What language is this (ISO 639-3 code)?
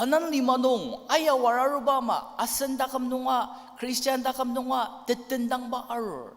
njo